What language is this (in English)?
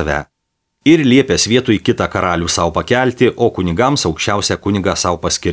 Lithuanian